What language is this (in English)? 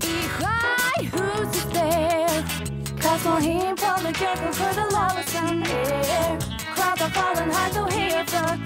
Irish